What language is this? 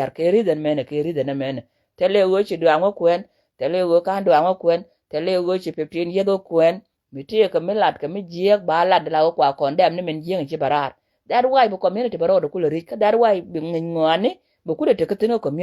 Nuer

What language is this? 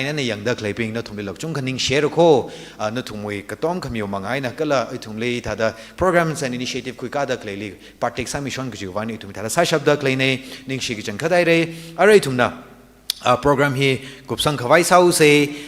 Tangkhul Naga (India)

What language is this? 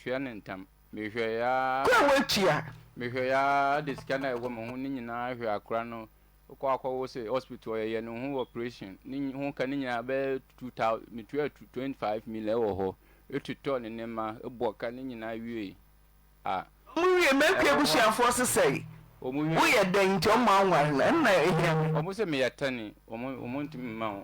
Akan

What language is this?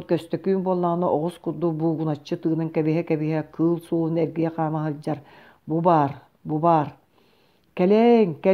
Yakut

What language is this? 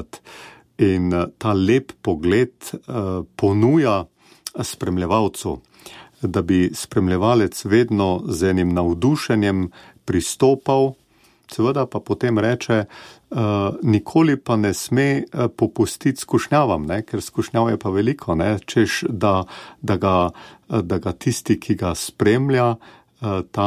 Slovenian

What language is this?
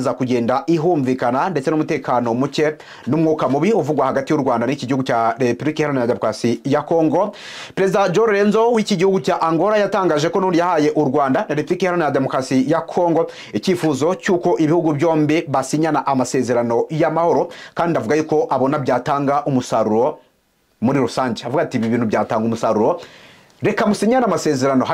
Kinyarwanda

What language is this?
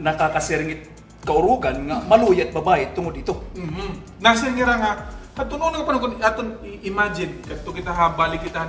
Waray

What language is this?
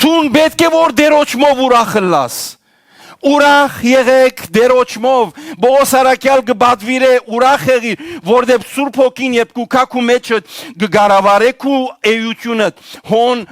Western Armenian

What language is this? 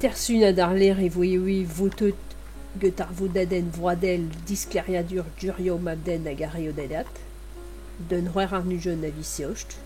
Breton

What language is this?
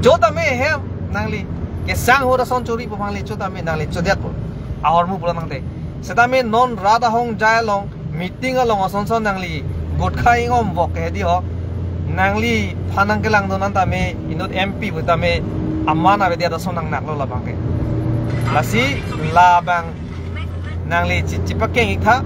Karbi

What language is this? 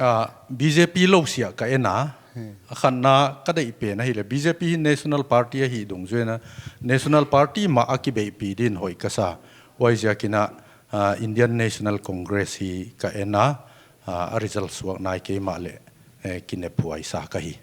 Paite Chin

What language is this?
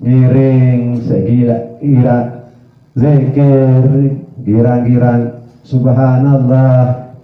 Sasak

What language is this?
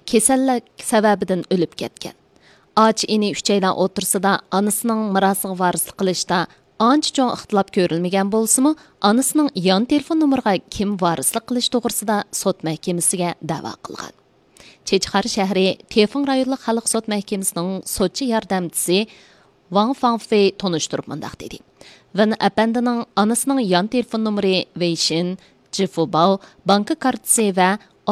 Uyghur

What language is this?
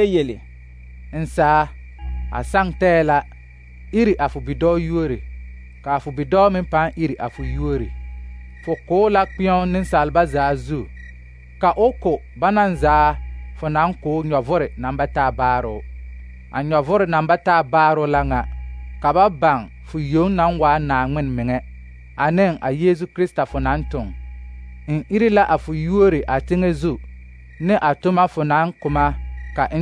Southern Dagaare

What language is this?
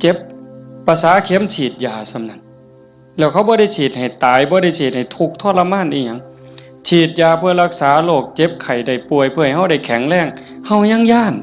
Northeastern Thai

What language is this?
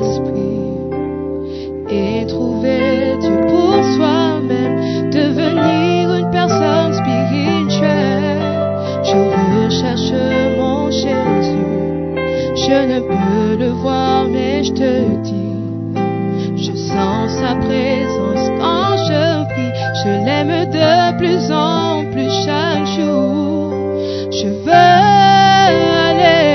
French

